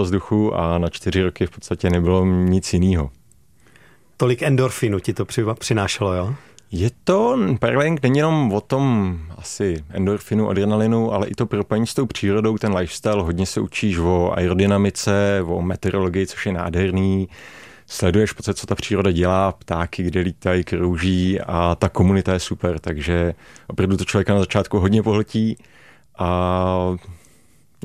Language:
Czech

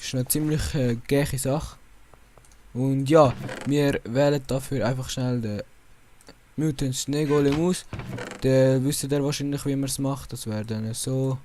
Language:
Swiss German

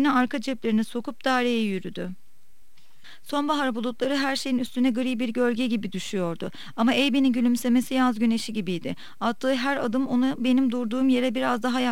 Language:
Turkish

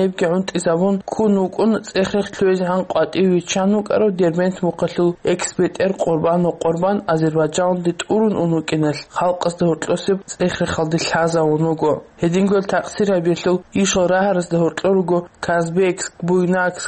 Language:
Avaric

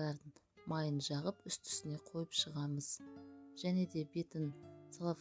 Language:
Kazakh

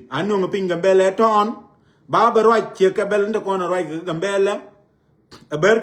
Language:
Nuer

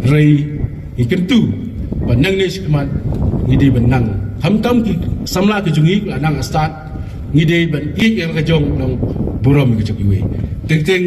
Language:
Khasi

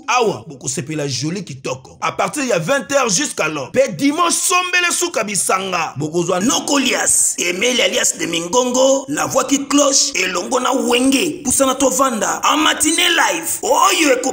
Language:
Lingala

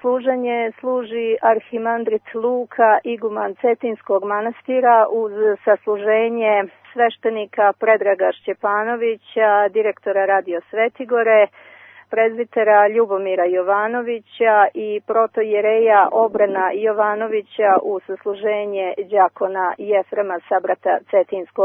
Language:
Serbian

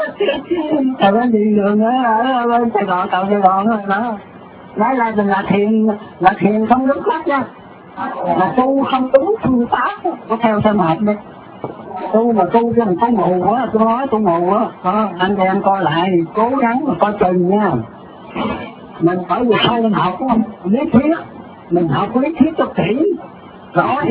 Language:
Vietnamese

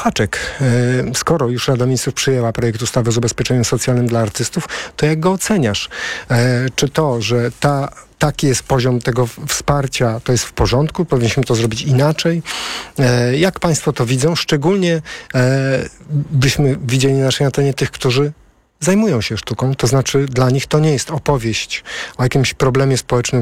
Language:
Polish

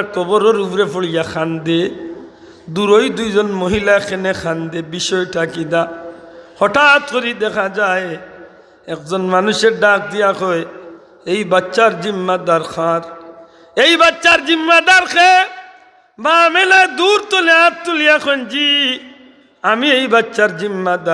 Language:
Sylheti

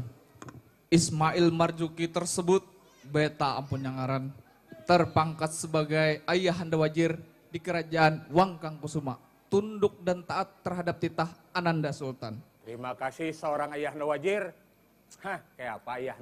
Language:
Banjar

